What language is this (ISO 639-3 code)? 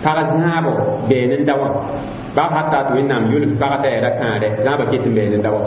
mos